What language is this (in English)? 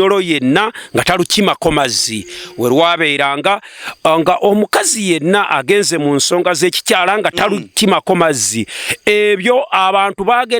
Ganda